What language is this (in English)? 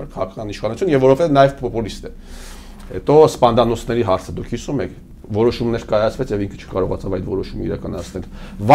Armenian